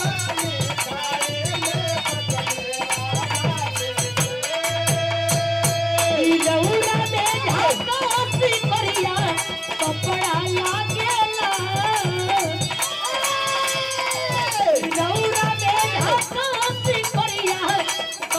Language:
Bhojpuri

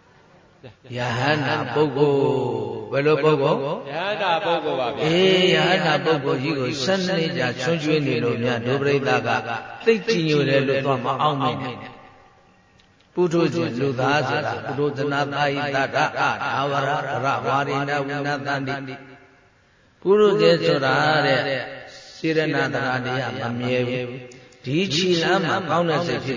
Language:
Burmese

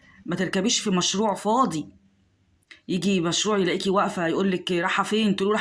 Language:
Egyptian Arabic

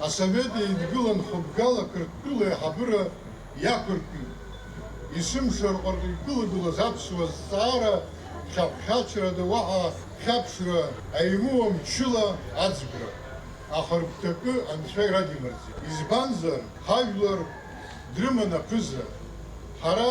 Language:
Abkhazian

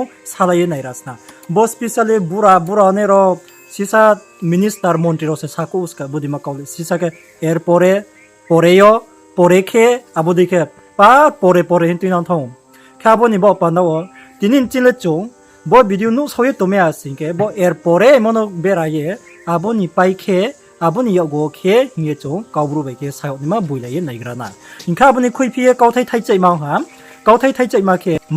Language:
Riang (India)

